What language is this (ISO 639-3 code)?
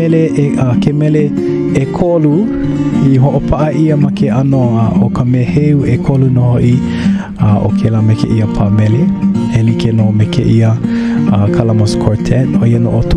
haw